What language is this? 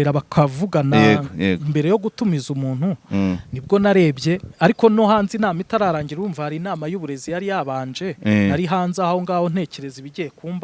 Kinyarwanda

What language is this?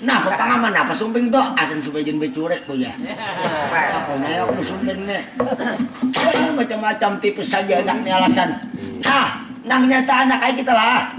Banjar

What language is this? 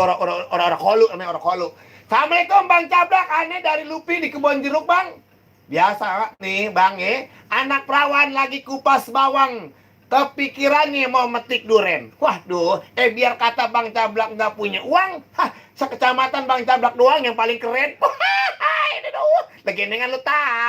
Betawi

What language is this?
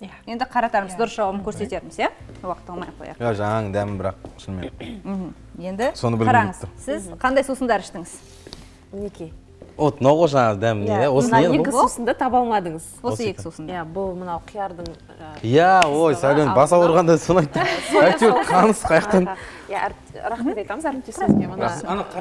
Kazakh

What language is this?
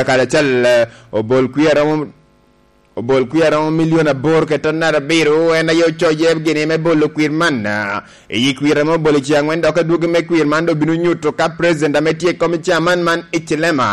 Lango (Uganda)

